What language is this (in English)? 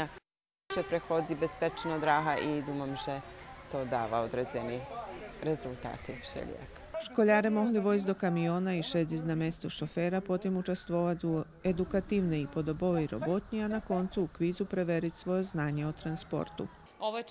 Rusyn